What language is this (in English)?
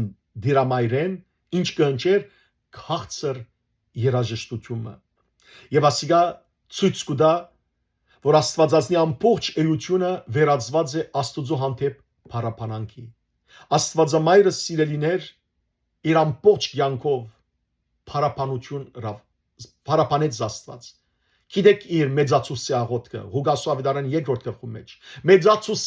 Western Armenian